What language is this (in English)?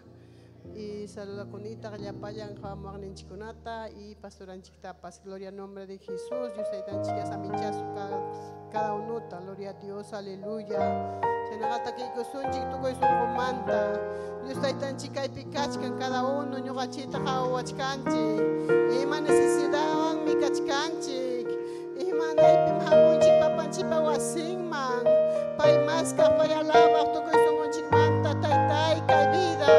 Ayacucho Quechua